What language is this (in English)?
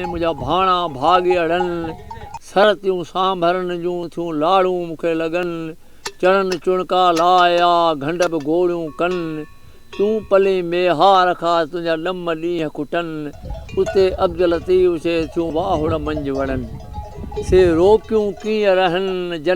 Sindhi